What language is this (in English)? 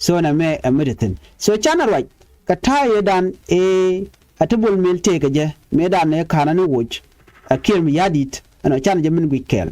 Nuer